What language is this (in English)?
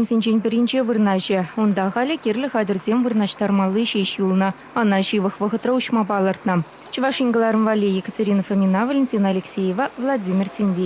Chuvash